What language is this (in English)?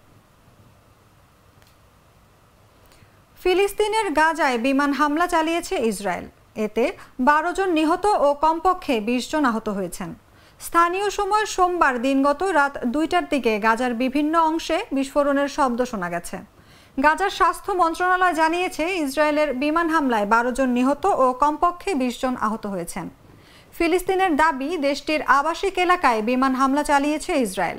Bangla